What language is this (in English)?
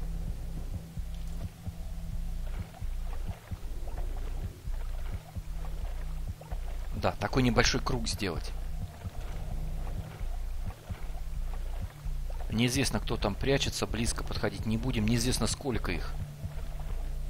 Russian